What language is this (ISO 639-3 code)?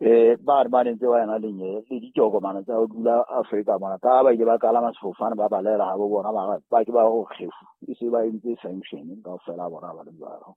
sot